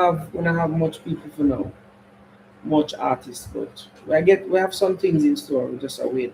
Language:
Jamaican Creole English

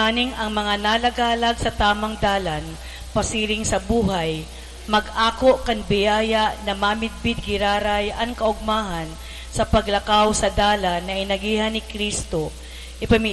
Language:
Bikol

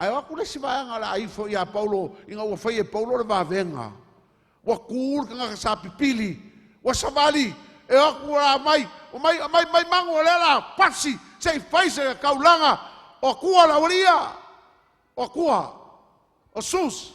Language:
Samoan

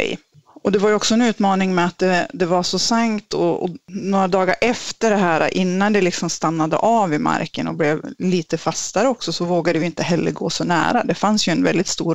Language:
Swedish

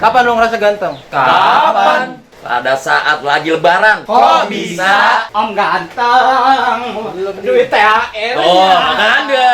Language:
Betawi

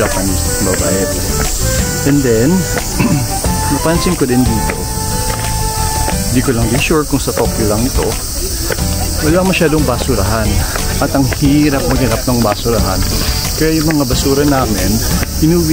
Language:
Filipino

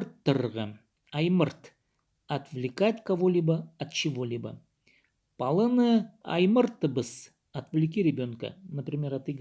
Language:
Khakas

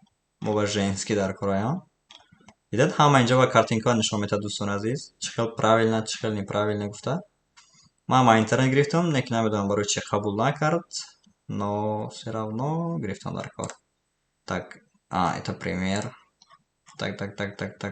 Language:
Tajik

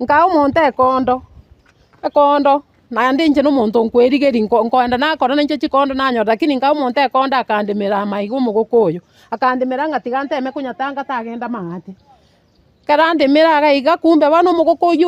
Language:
Gusii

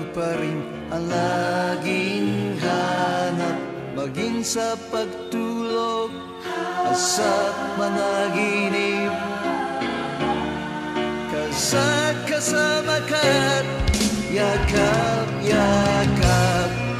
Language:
Filipino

